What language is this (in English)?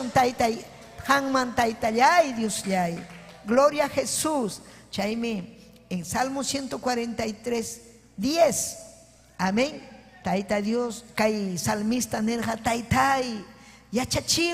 Ayacucho Quechua